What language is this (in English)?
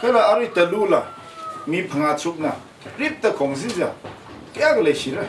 Tangkhul Naga (India)